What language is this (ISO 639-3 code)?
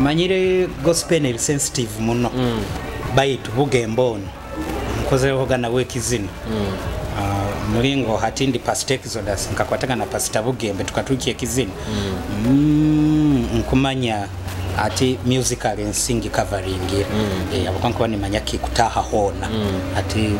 nyo